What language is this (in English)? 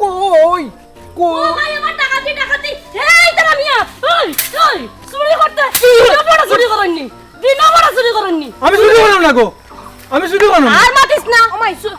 Sylheti